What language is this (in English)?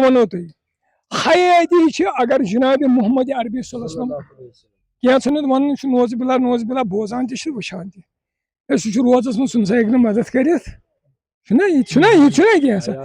Kashmiri